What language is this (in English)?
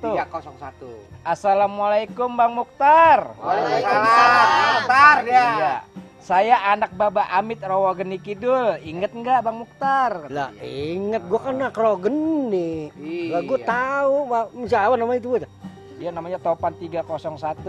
Betawi